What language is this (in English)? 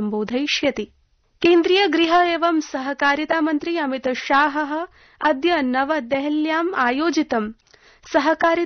Sanskrit